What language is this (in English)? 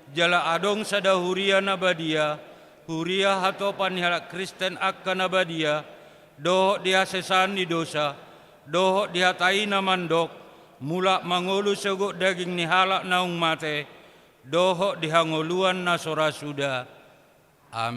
Batak Toba